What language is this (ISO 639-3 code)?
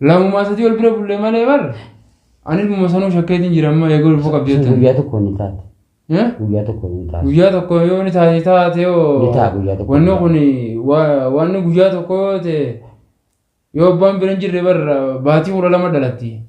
orm